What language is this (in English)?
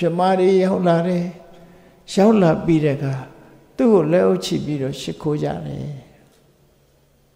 Burmese